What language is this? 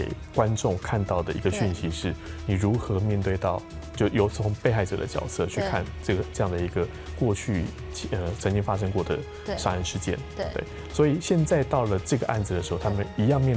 Chinese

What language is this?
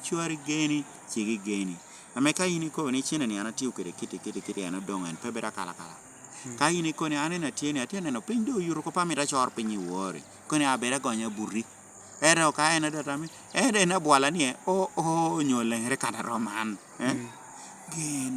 Lango (Uganda)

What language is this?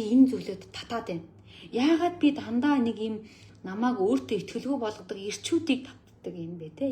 Mongolian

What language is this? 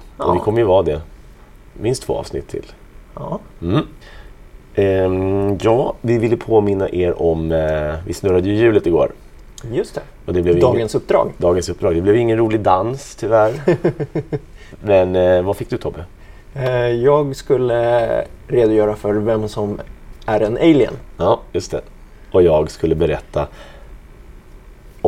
Swedish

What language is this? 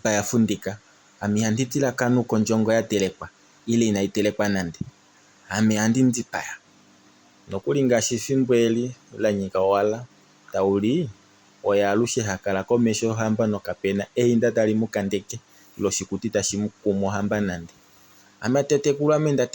Kuanyama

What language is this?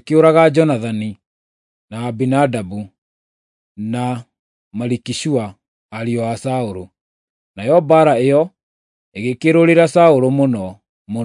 Kikuyu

